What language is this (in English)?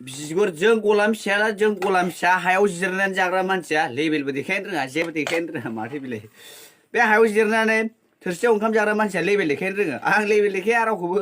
Bodo